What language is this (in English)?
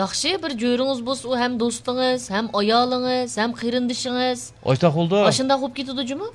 Uyghur